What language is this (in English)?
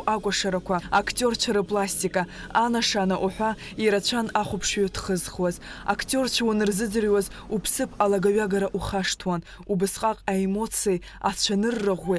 Abkhazian